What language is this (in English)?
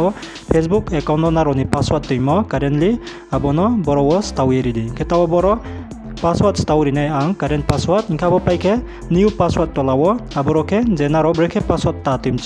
Riang (India)